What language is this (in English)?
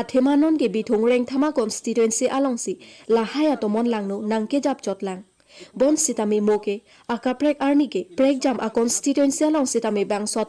Karbi